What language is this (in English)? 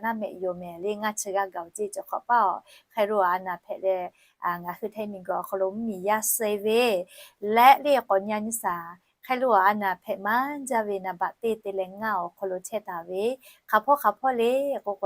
Lahu